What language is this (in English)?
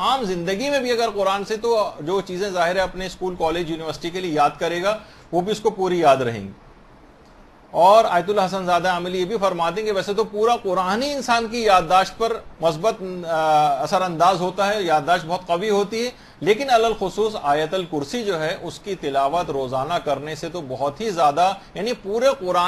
Urdu